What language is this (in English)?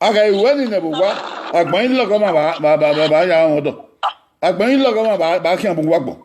Bini